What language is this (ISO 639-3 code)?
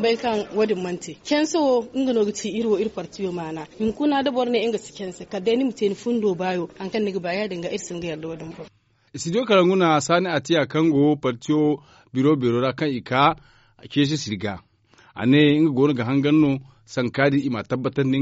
dje